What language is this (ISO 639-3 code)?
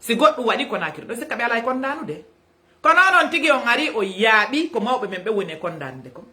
ful